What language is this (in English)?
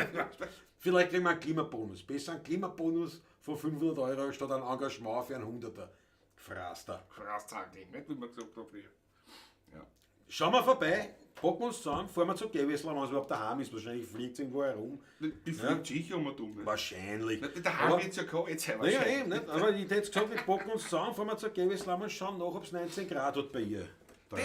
Bavarian